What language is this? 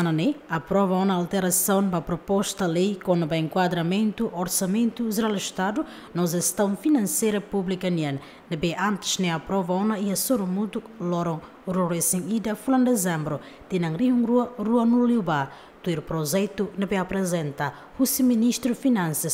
Tetum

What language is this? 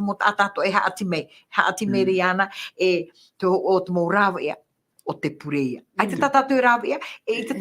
Tahitian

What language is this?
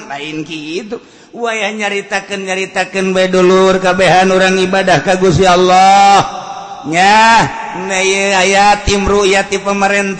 Sundanese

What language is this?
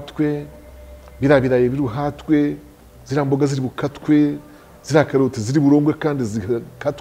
Kinyarwanda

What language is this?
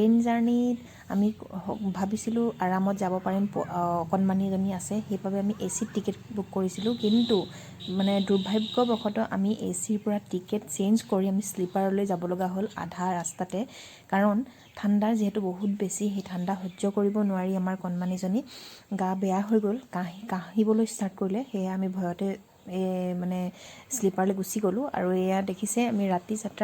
Assamese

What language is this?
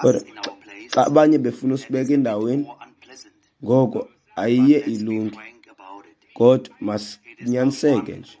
Xhosa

